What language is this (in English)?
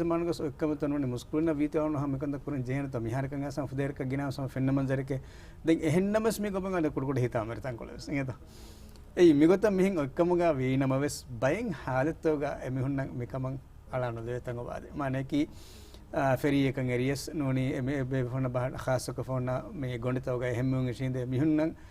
Divehi